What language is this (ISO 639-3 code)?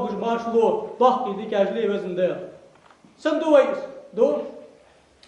inh